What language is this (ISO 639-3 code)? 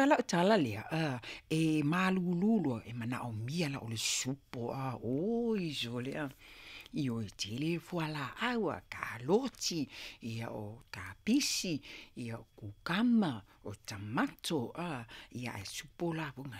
smo